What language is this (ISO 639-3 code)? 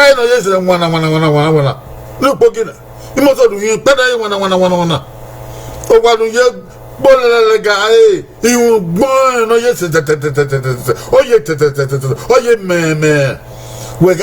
bin